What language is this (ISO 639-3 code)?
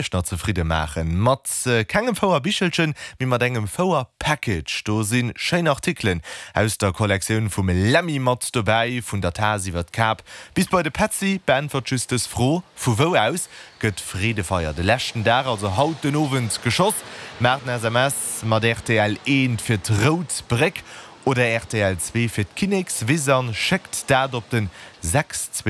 ltz